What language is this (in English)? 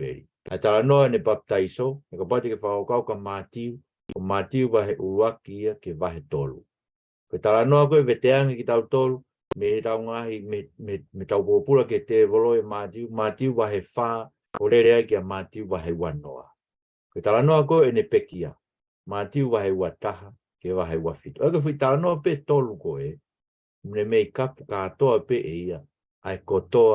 Tongan